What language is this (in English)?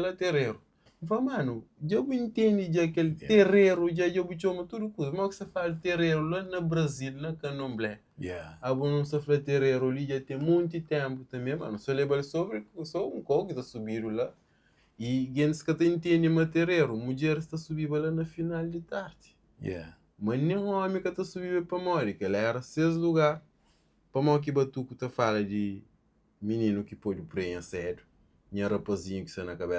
Kabuverdianu